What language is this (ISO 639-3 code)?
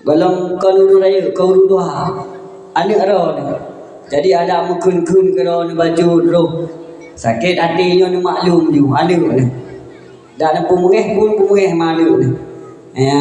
ace